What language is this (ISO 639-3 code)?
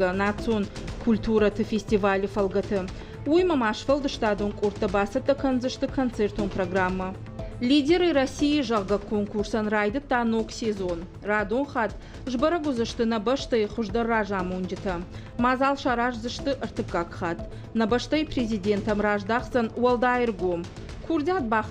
oss